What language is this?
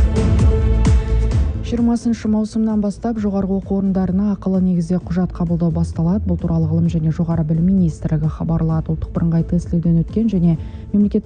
Kazakh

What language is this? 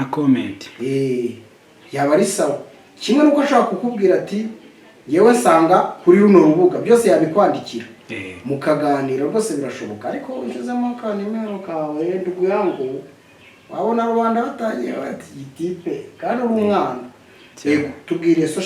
Kinyarwanda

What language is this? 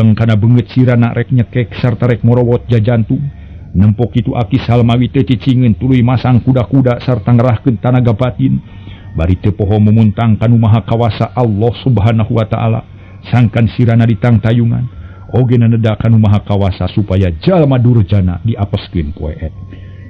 Sundanese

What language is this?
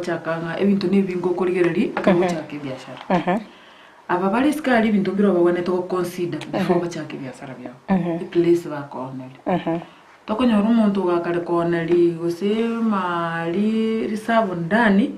Gusii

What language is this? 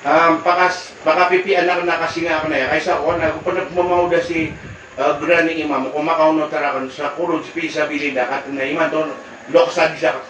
Maranao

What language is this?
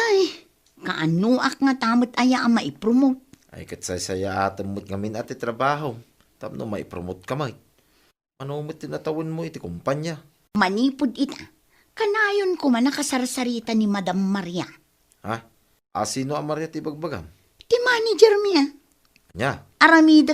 Iloko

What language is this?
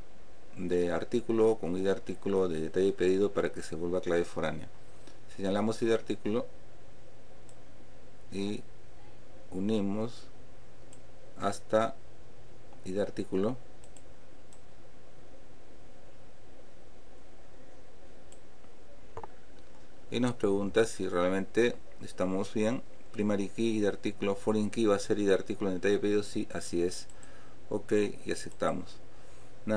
Spanish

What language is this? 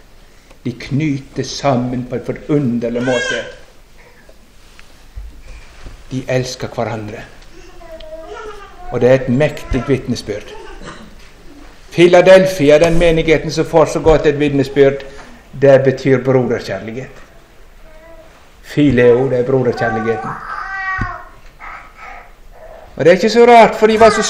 Norwegian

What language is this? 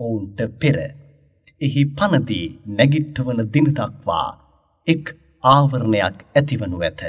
Sinhala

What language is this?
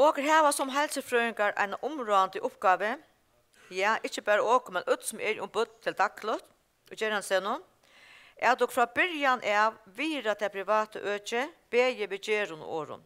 Faroese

